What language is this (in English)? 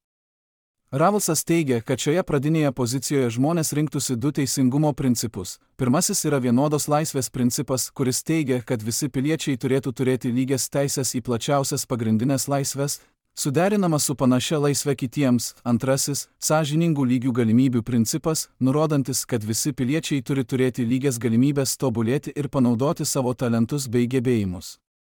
Lithuanian